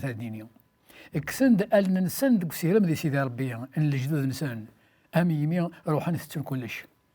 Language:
Kabyle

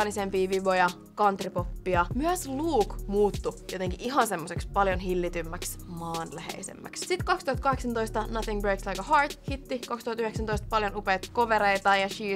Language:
Finnish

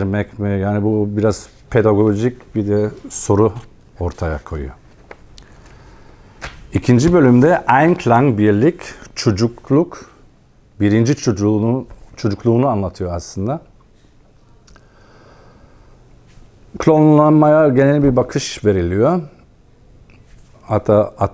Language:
Turkish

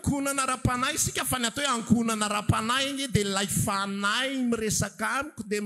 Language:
Malagasy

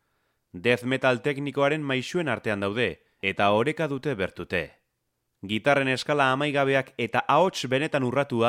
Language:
Basque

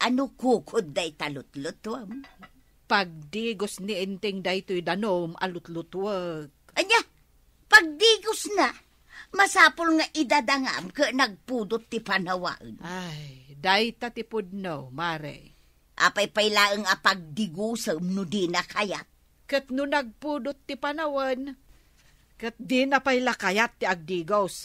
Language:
Iloko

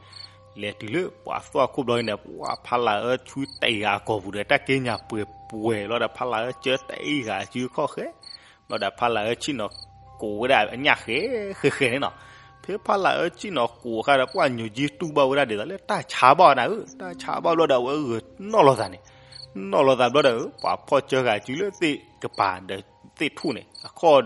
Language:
S'gaw Karen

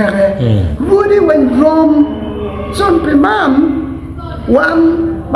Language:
Acoli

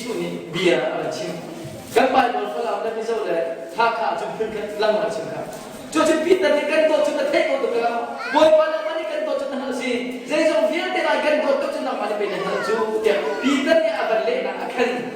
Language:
Hakha Chin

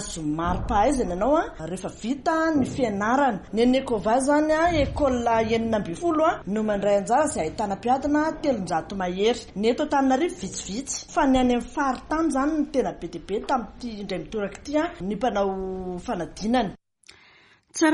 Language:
Malagasy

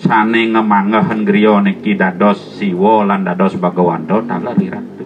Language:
Balinese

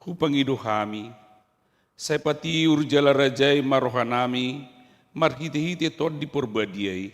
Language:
Batak Toba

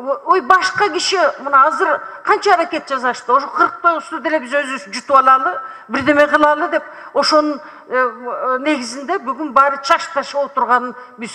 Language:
Kyrgyz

